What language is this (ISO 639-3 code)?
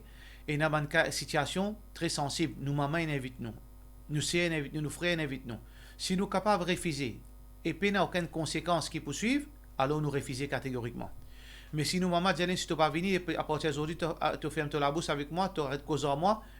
mfe